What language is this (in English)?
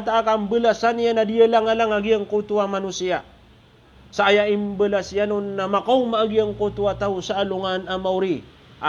Maranao